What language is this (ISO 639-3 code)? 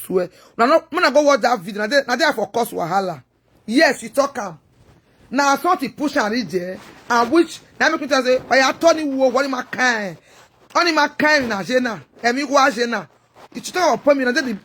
pcm